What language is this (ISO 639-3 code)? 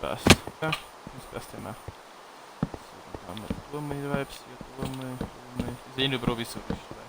bar